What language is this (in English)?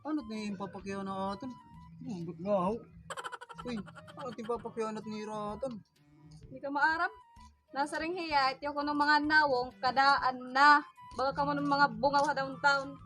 Waray